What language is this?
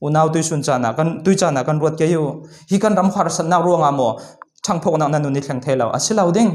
Falam Chin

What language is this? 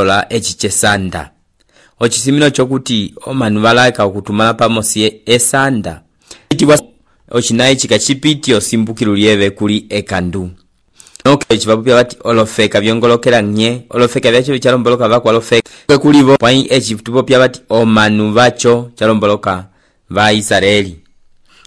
Umbundu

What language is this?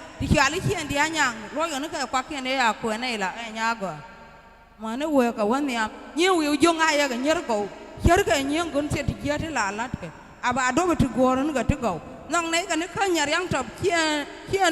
Nuer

